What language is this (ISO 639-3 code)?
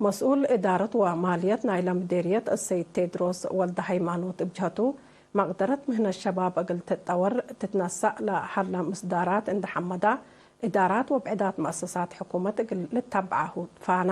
tig